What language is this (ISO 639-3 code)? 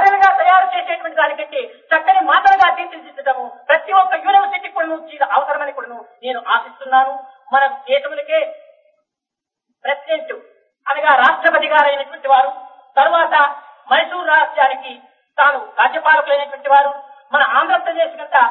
tel